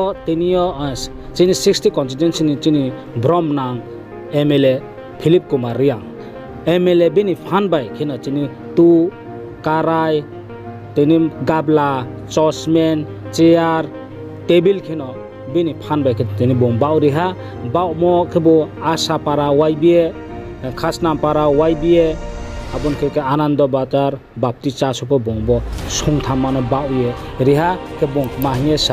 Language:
Riang (India)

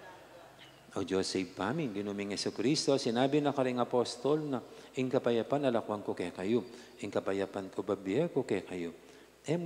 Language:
Pampanga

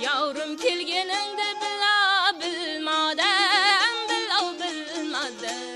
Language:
Kara-Kalpak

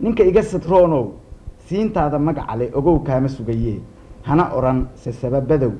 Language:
Somali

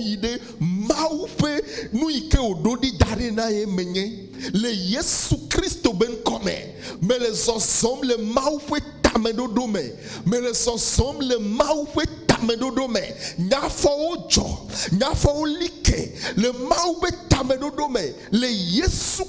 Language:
Ewe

